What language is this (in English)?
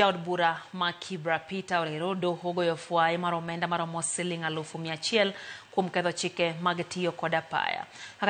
Luo (Kenya and Tanzania)